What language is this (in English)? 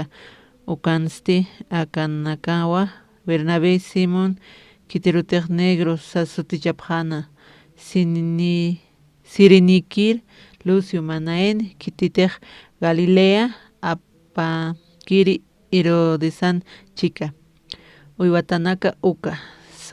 Aymara